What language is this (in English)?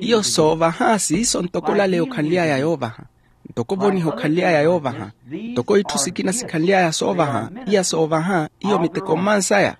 Makhuwa